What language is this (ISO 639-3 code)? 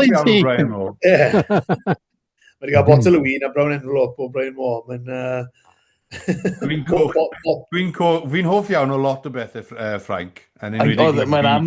cym